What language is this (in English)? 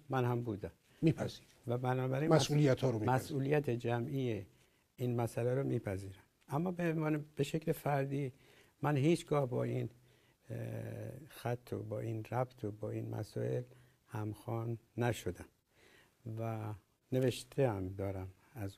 Persian